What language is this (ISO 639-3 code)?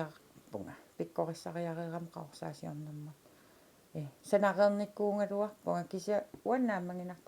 kal